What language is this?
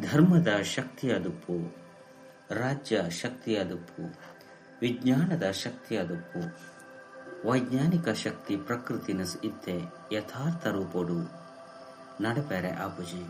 Tulu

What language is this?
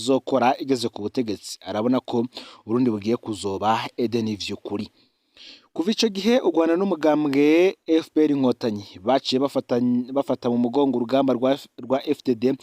Rundi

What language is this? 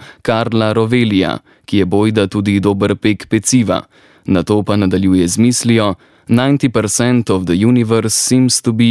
Slovenian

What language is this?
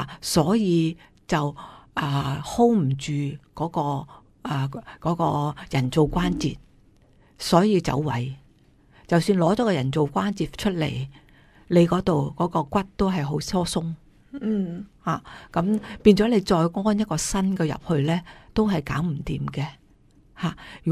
Cantonese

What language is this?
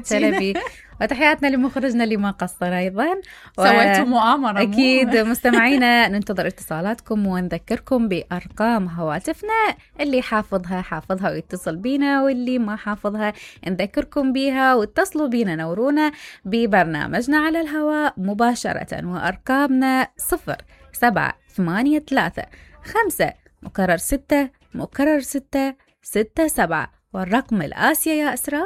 Mesopotamian Arabic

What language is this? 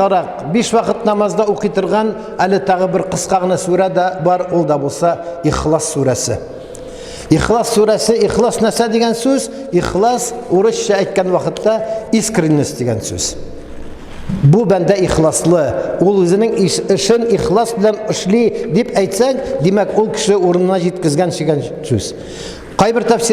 Tatar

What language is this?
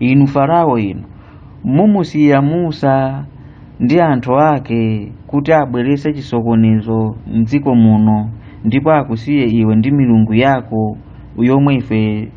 Nyanja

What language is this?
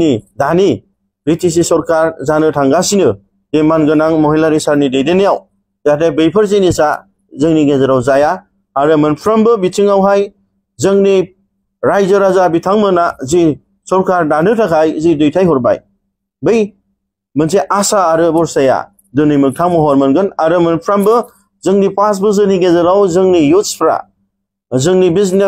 Bodo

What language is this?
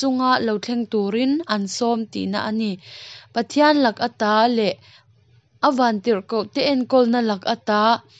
Mizo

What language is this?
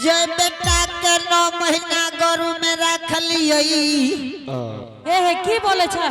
Angika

